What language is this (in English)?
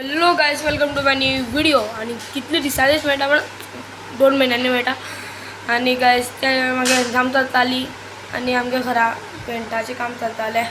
Konkani